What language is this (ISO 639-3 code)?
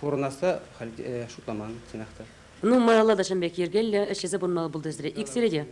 chv